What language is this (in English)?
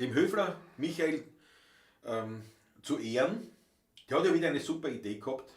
Bavarian